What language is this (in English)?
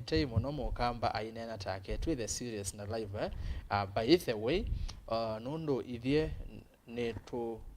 Kamba